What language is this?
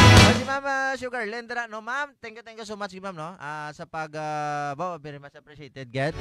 Hiligaynon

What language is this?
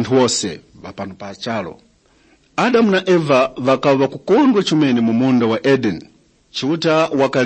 Tumbuka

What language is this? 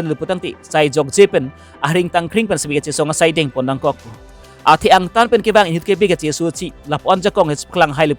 Karbi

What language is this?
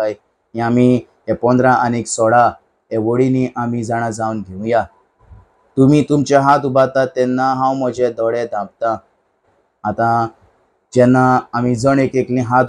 Konkani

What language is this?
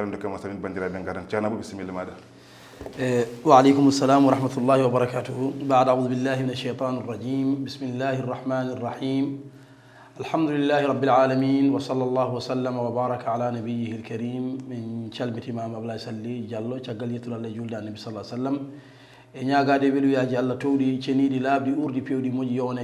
Fula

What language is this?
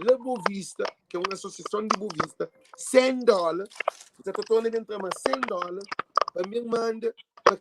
Kabuverdianu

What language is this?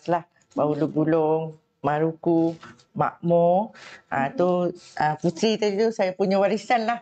Malay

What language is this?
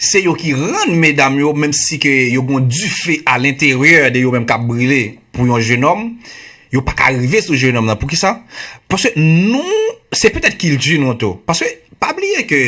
Haitian Creole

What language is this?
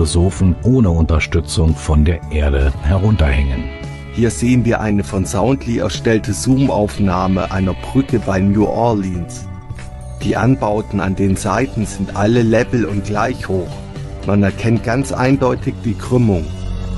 German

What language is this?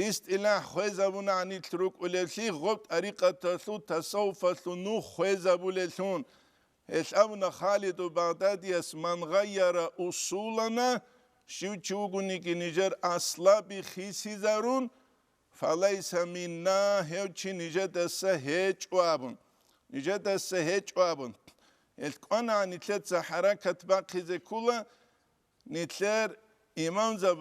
Avaric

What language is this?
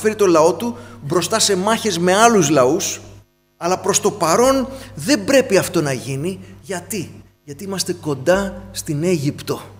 Greek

